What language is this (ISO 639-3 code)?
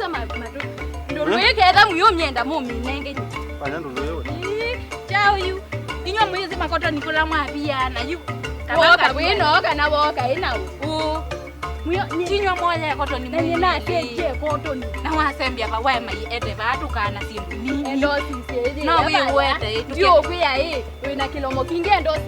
kam